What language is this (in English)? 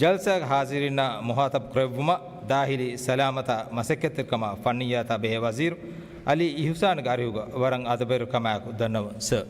Divehi